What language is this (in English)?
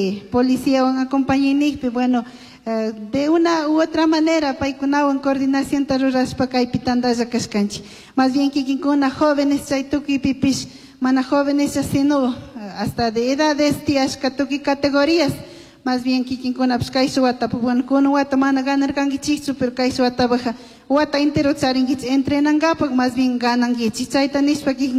Chimborazo Highland Quichua